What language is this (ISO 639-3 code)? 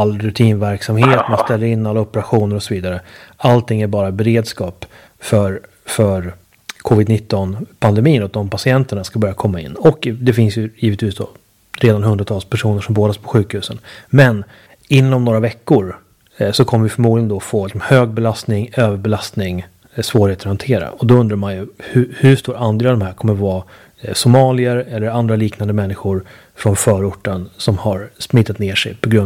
swe